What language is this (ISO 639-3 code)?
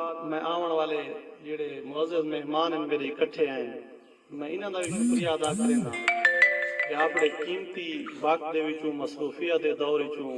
skr